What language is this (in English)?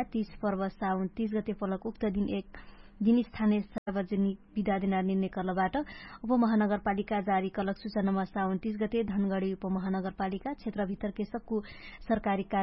Dangaura Tharu